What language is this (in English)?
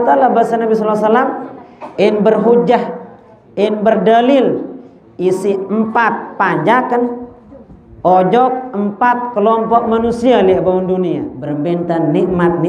Sasak